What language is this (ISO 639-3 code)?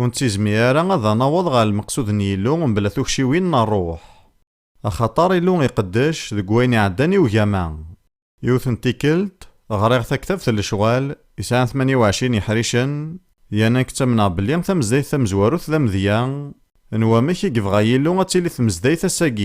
kab